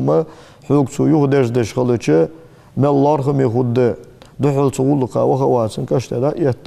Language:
Ingush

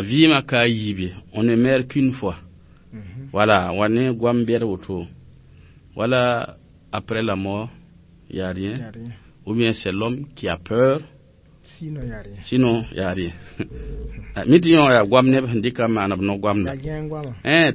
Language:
Mossi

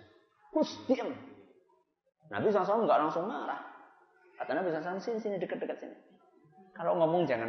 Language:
Indonesian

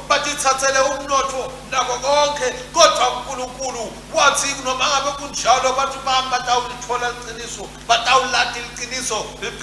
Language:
Swati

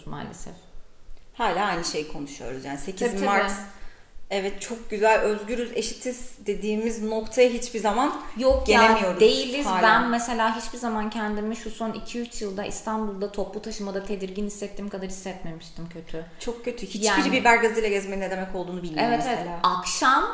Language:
Turkish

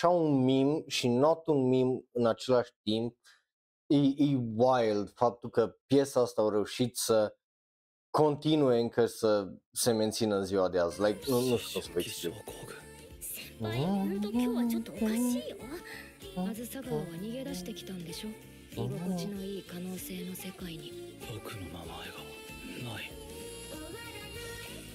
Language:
Romanian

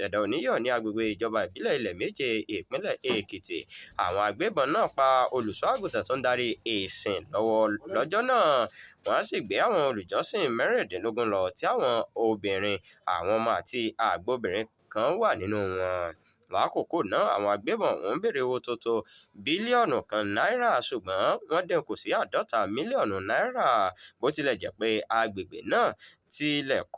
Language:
Yoruba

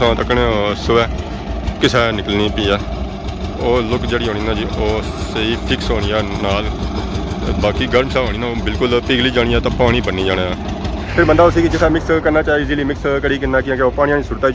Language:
Pahari-Potwari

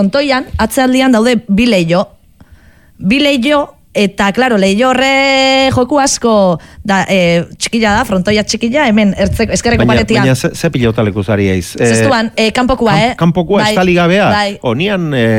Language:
Basque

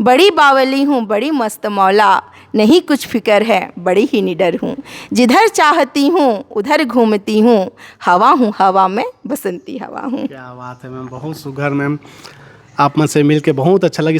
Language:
Chhattisgarhi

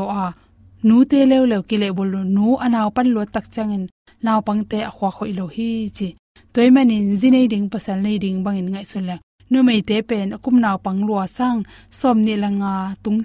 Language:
Tedim Chin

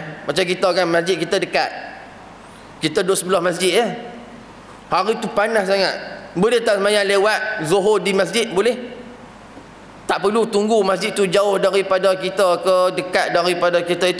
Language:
Malay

